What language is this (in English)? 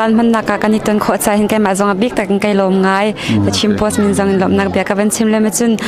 Hakha Chin